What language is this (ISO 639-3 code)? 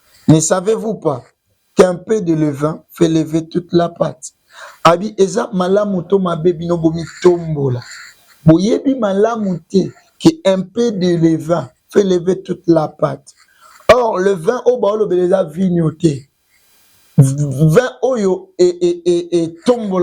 lin